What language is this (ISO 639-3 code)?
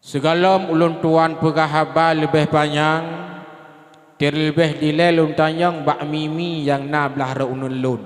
ace